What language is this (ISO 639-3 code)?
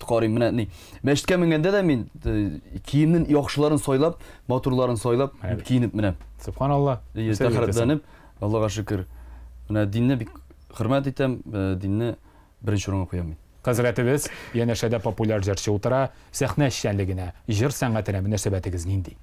tat